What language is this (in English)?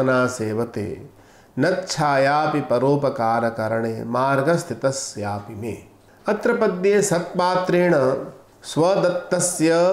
Sanskrit